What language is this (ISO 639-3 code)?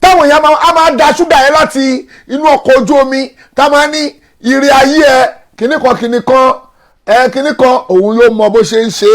yor